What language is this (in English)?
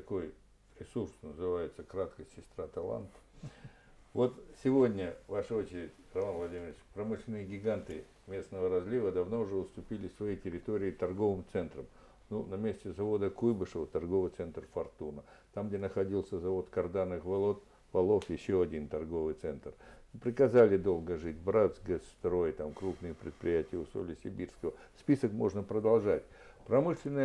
Russian